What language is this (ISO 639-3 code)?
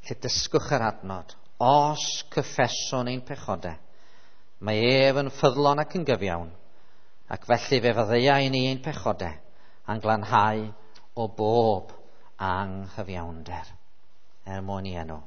cym